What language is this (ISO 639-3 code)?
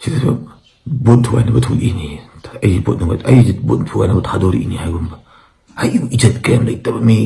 mni